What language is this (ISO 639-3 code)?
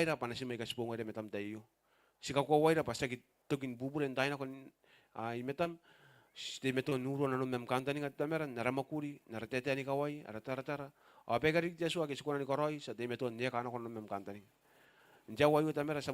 gil